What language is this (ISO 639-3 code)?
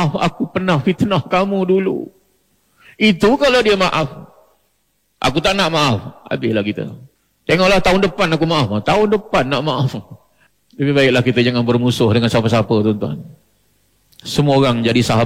msa